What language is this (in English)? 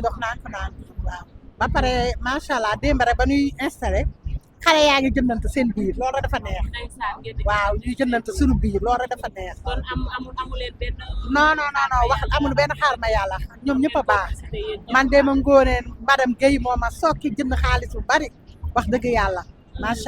Wolof